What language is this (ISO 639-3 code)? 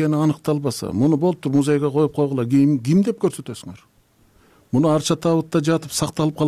kir